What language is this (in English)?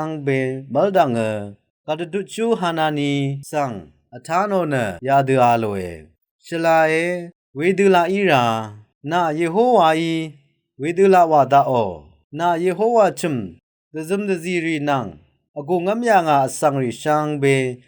Rawang